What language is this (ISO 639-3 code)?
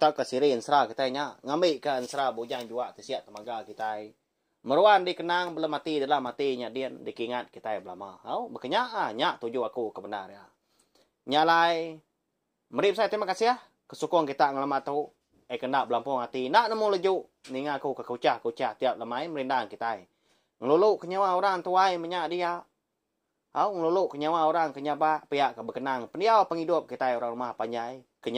iba